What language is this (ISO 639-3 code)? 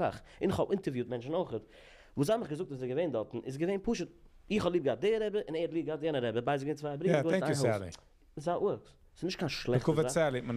yid